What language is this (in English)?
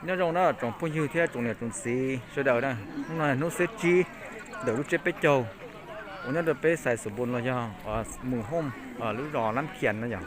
Hmong